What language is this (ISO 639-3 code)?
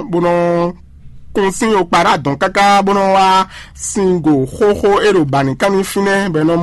fon